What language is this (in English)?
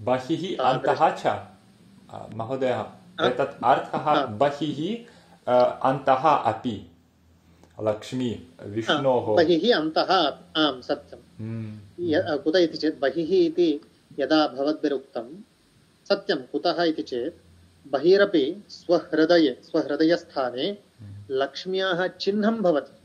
Sanskrit